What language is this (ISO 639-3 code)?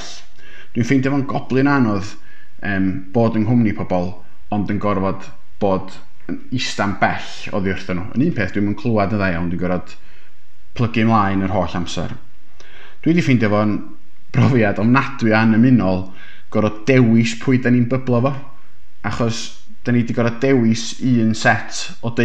cym